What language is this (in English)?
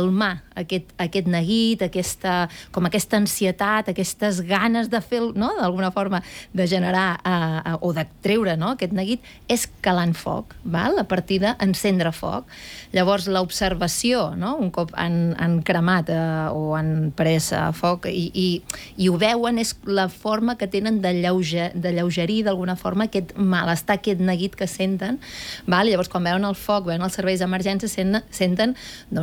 Catalan